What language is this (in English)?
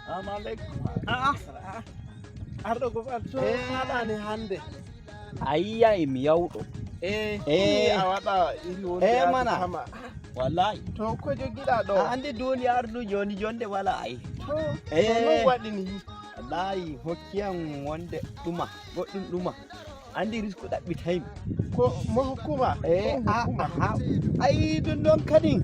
Nigerian Fulfulde